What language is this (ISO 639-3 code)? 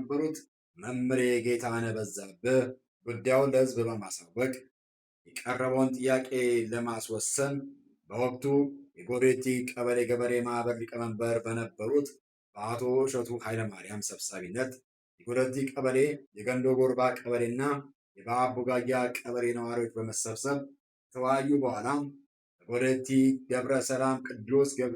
amh